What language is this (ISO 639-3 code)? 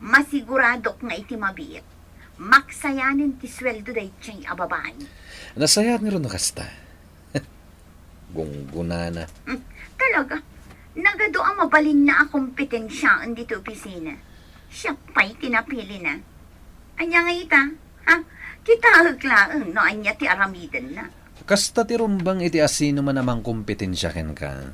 ilo